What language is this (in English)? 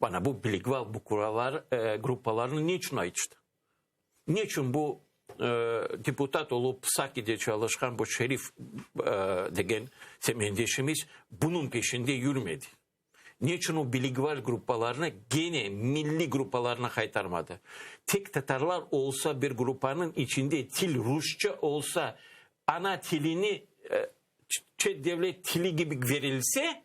Crimean Tatar